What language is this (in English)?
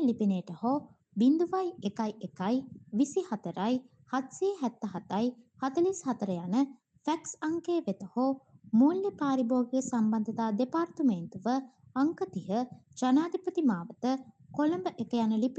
Sinhala